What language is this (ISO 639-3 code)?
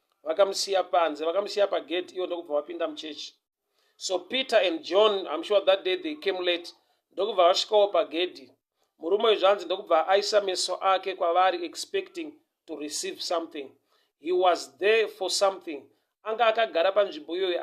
sna